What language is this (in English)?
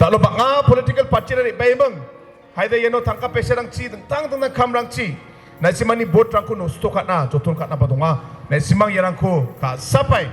Garo